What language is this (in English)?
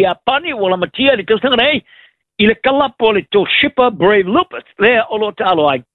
Samoan